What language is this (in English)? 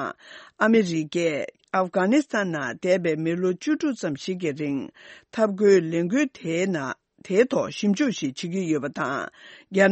Tibetan